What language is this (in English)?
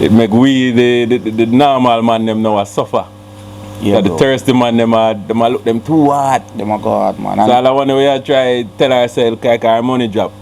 Jamaican Creole English